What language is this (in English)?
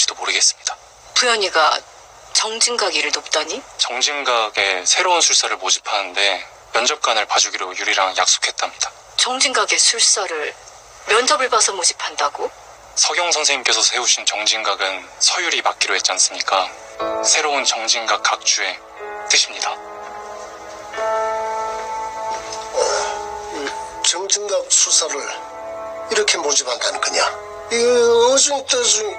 Korean